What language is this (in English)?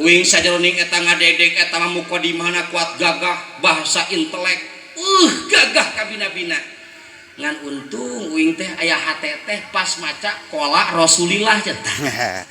Sundanese